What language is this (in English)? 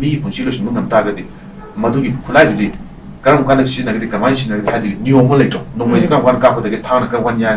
Manipuri